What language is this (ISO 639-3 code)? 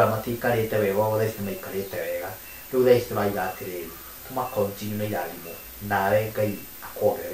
kik